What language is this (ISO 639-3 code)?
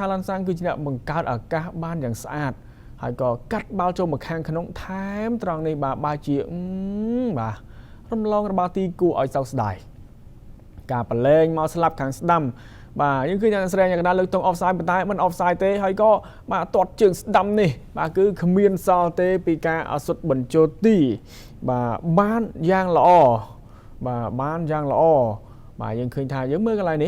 khm